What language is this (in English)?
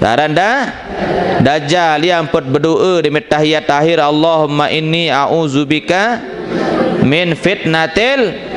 Sasak